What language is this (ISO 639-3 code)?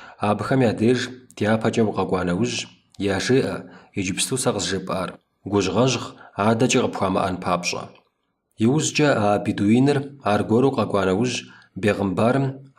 kbd